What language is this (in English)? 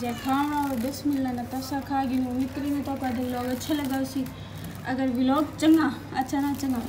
Saraiki